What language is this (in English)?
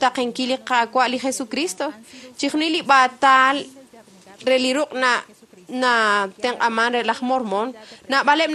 Kekchí